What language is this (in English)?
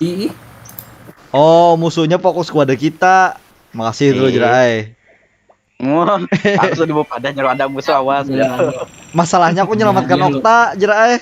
Banjar